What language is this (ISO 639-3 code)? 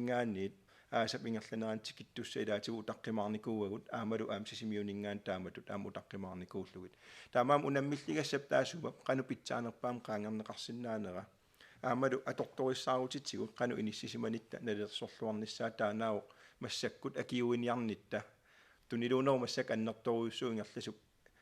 kal